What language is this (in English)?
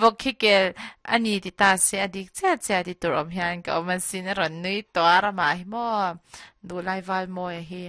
Mizo